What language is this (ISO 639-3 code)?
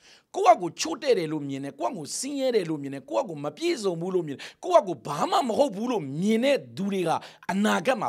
mya